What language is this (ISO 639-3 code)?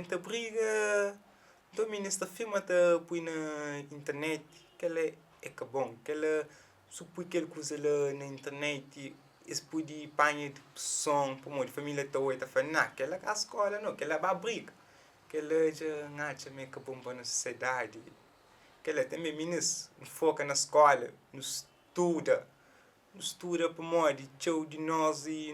kea